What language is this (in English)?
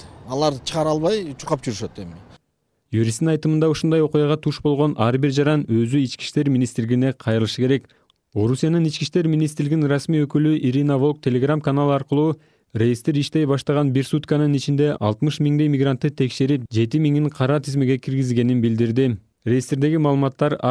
Kyrgyz